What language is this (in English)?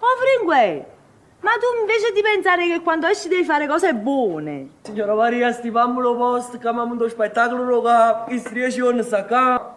Neapolitan